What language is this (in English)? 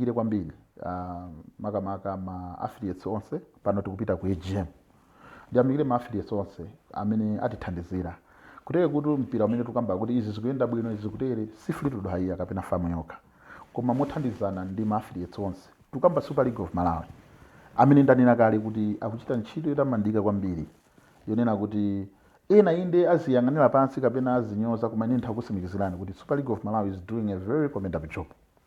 Nyanja